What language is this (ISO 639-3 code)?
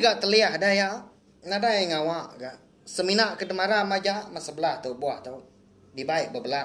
iba